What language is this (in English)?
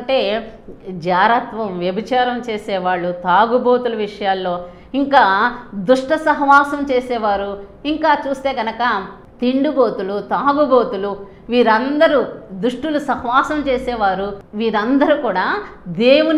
Telugu